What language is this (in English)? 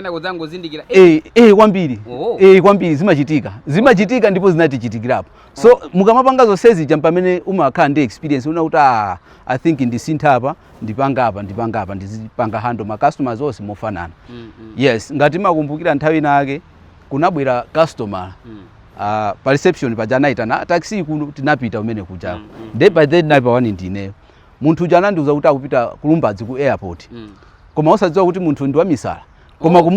Nyanja